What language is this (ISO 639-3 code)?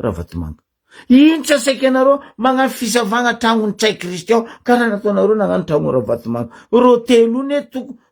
mlg